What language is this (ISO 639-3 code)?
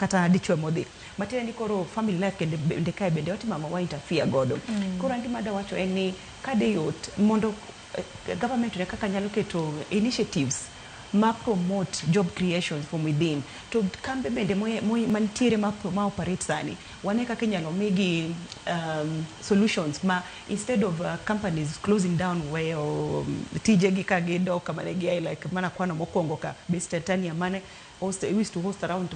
luo